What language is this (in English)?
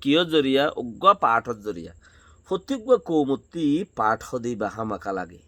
Rohingya